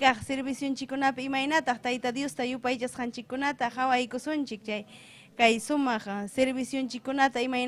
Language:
Ayacucho Quechua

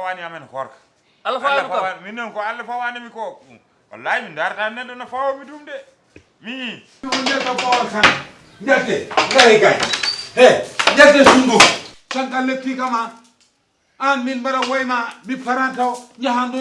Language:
Fula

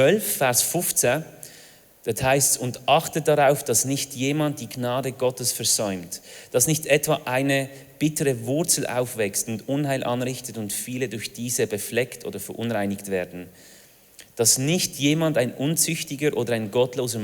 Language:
Swiss German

